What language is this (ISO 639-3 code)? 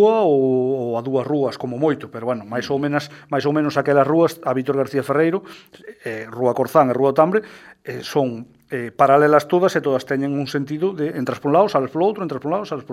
glg